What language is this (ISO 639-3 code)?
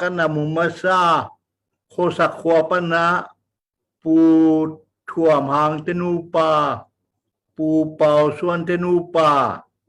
ctd